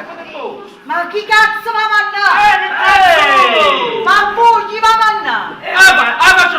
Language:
Neapolitan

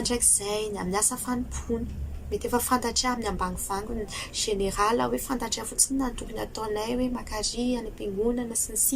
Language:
Malagasy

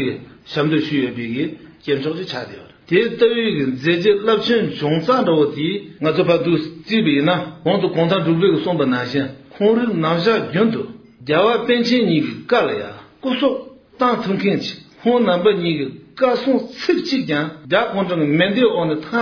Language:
Tibetan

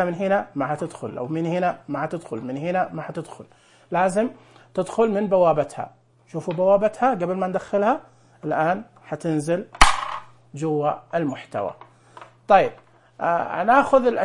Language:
Najdi Arabic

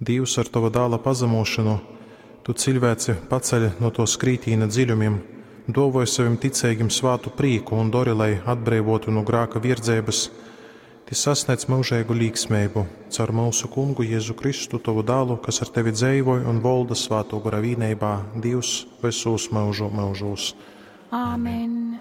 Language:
Latgalian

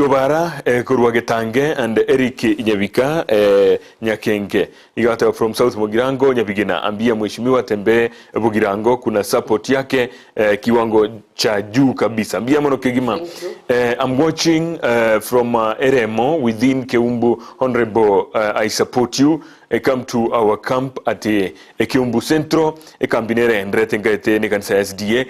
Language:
Gusii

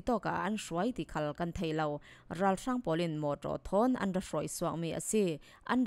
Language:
Falam Chin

